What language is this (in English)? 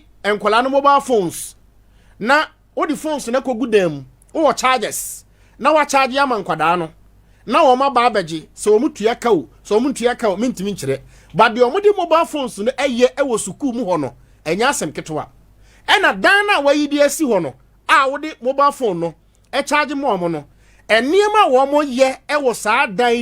Akan